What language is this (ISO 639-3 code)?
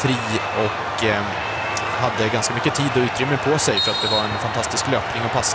swe